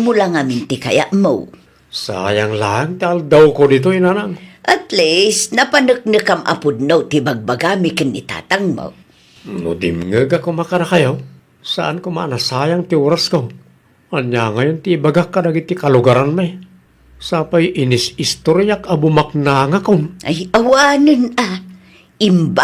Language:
Iloko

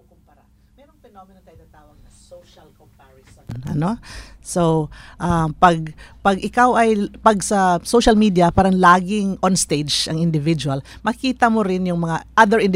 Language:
Filipino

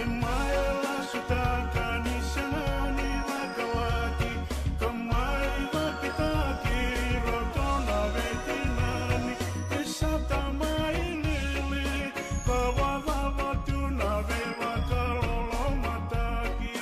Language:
Fijian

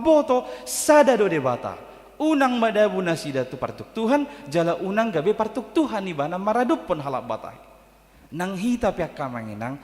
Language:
Batak Toba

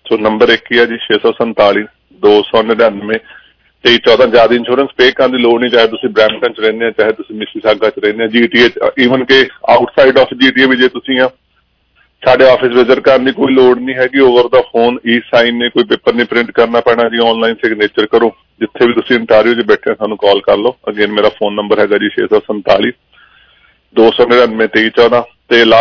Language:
Punjabi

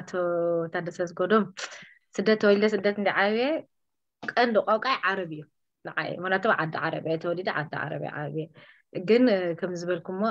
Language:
Tigrinya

